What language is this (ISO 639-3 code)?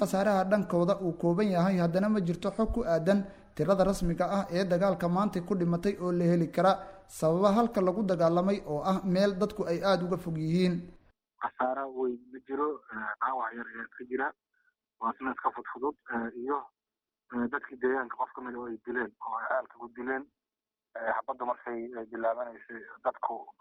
som